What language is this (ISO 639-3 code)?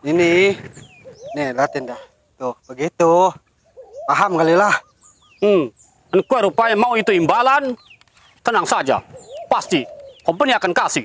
bew